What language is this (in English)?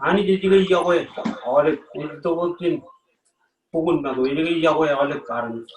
Marshallese